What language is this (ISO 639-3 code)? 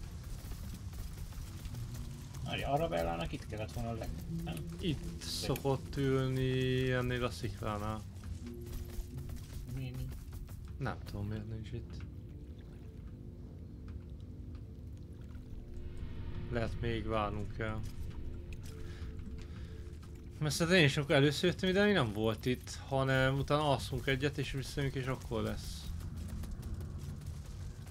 hun